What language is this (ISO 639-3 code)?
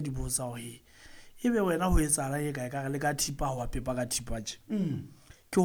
sot